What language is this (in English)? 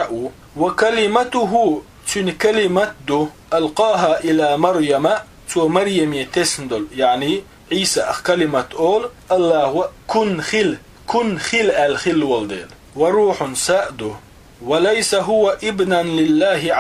Chechen